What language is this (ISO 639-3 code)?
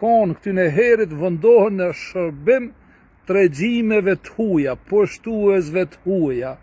sqi